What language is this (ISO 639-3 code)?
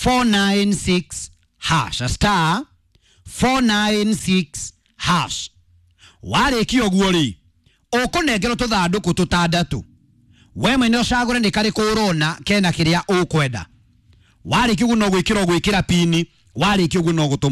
kik